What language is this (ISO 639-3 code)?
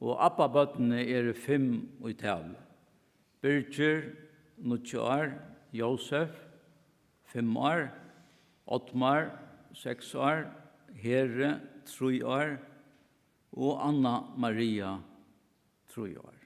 fao